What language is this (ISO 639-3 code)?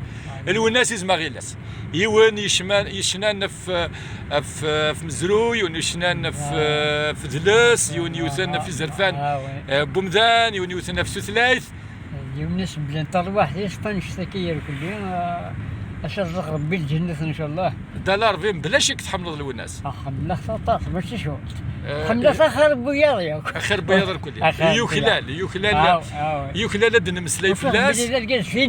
kab